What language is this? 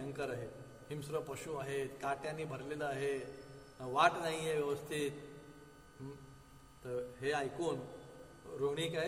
Marathi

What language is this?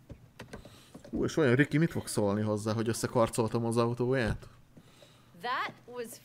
Hungarian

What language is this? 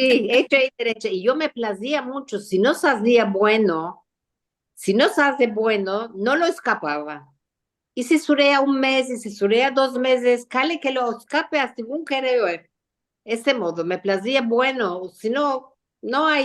Ladino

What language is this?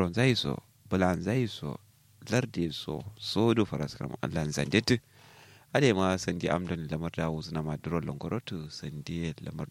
Kanuri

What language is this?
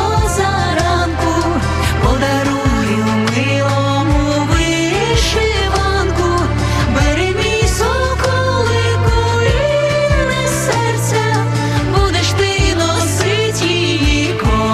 Ukrainian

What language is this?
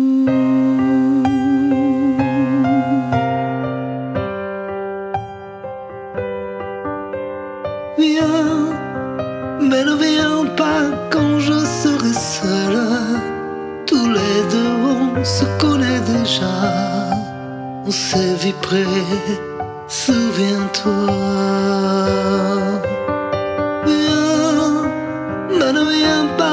French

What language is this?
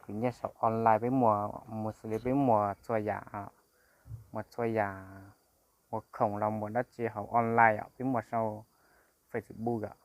Hmong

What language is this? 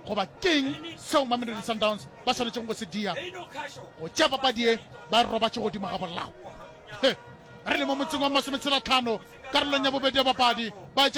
Northern Sotho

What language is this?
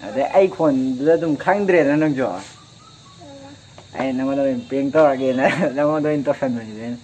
Manipuri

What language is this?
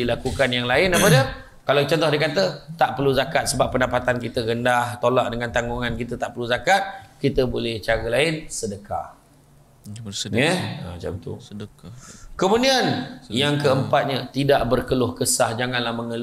Malay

